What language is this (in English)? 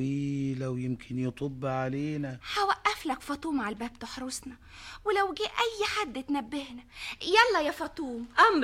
Egyptian Arabic